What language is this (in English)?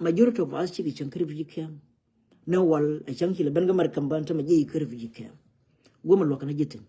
Nuer